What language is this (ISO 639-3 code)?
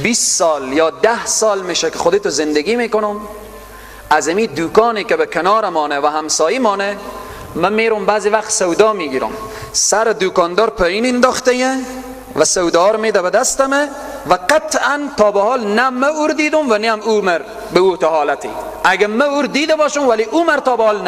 fas